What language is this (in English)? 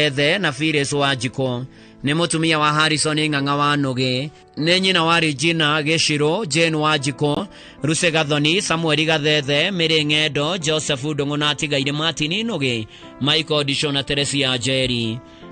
Kikuyu